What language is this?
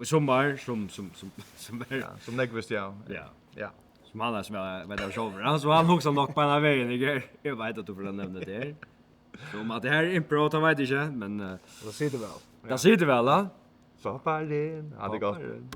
Faroese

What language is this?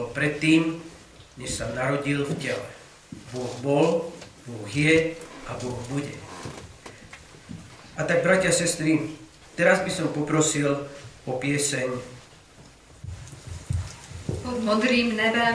Slovak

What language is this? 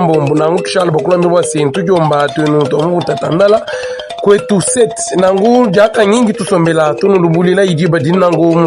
Luba-Lulua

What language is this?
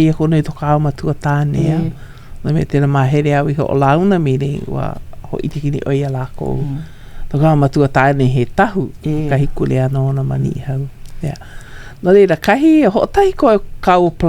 Hawaiian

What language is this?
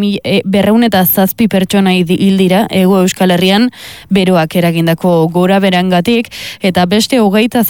Basque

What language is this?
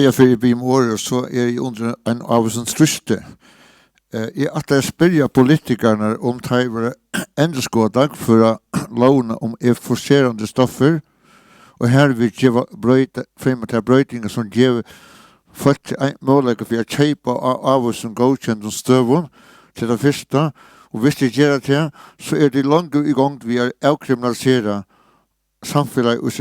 Faroese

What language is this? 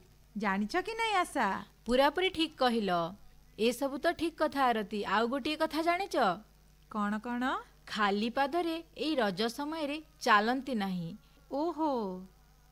Odia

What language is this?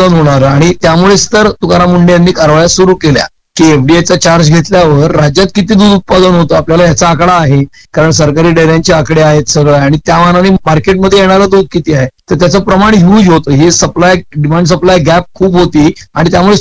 Marathi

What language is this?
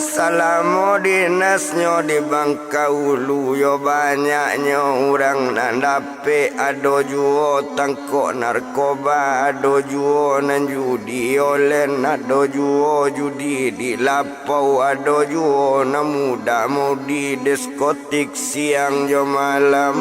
Minangkabau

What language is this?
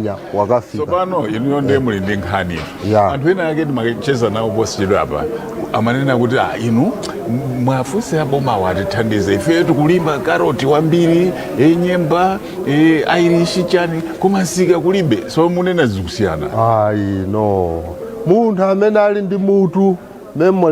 Nyanja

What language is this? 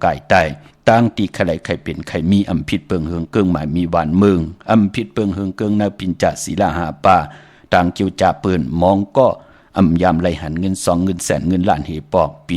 Shan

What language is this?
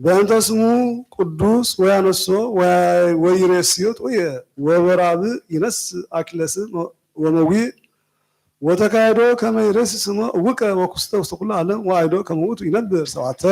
Geez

